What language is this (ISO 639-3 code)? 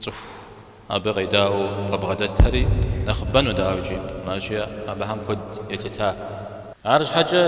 kbd